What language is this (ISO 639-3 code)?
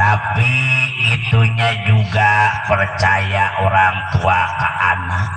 bew